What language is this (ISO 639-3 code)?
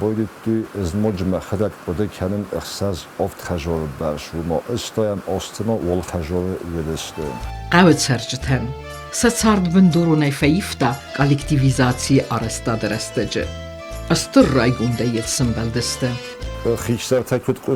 oss